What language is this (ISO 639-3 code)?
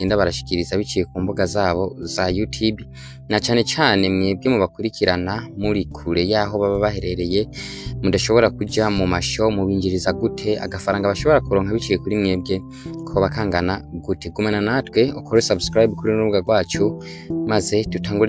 run